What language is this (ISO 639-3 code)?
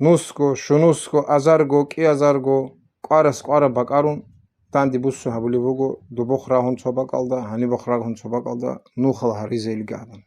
ava